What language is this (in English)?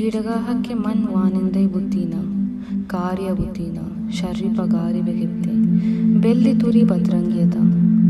Baluchi